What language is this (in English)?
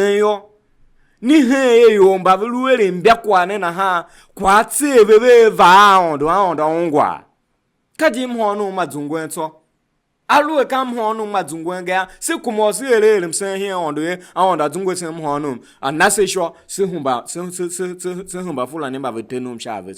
Tiv